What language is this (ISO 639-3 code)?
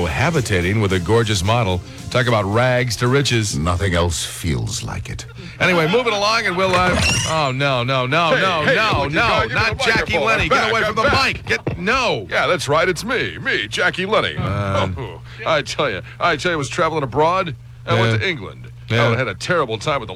eng